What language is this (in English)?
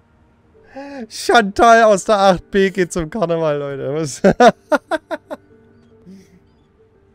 German